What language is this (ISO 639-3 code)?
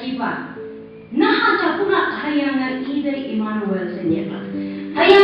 nbe